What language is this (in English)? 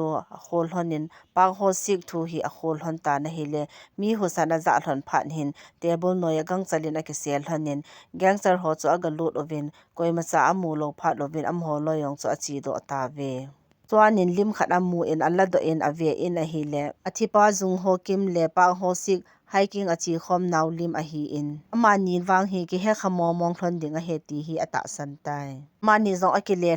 Thado Chin